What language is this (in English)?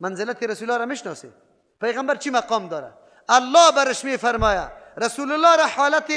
Persian